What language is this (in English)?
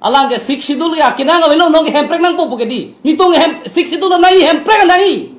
Karbi